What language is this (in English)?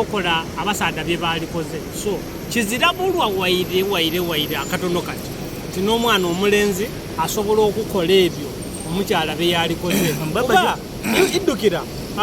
Soga